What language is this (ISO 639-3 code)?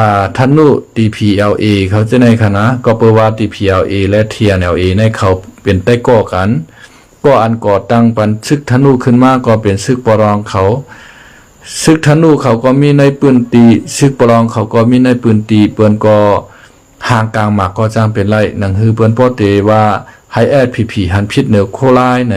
shn